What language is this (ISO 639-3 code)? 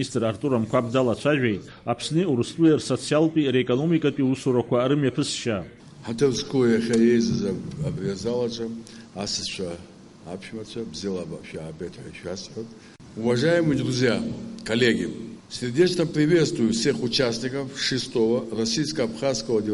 abk